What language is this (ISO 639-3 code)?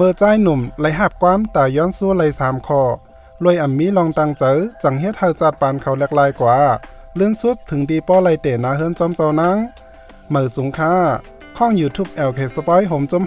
shn